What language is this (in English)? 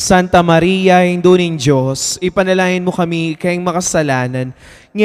Pampanga